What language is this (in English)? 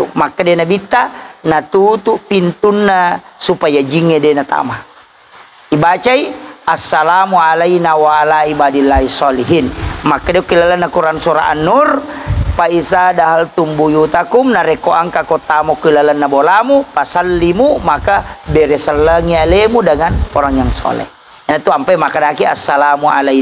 Buginese